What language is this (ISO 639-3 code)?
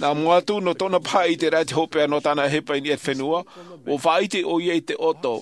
tah